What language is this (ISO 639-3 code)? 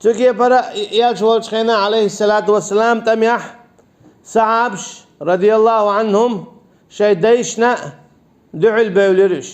che